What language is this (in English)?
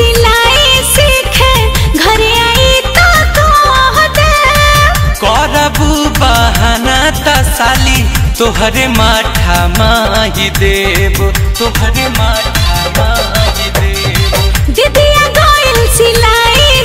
Bhojpuri